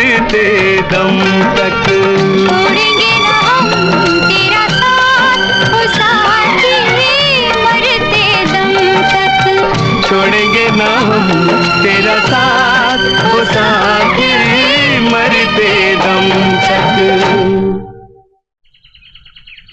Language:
Hindi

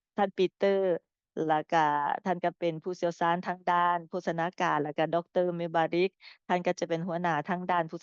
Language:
Lao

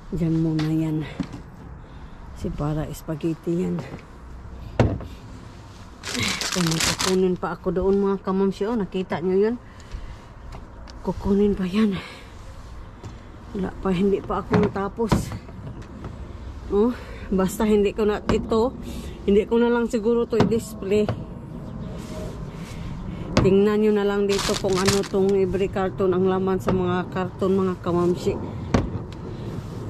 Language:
Filipino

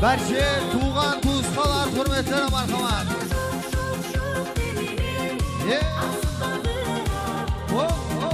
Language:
Kara-Kalpak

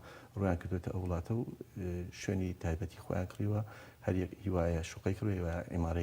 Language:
Central Kurdish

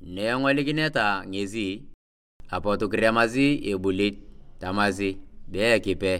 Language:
Turkana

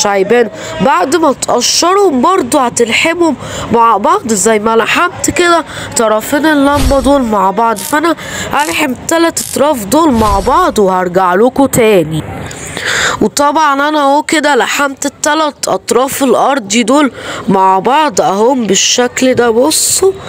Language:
Egyptian Arabic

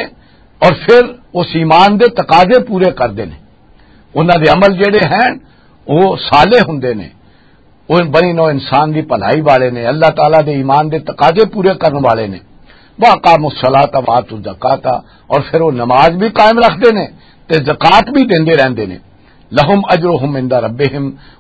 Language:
Western Panjabi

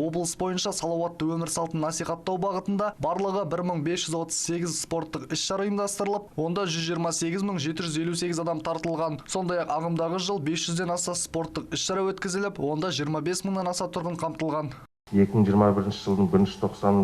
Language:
Kazakh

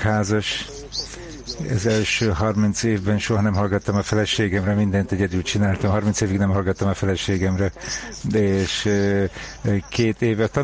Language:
Hungarian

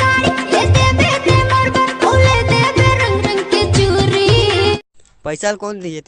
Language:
Chhattisgarhi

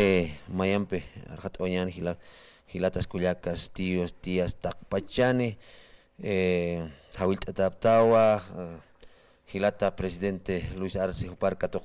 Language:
Aymara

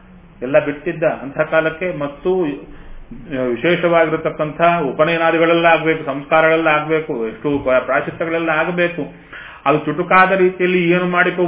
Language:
Kannada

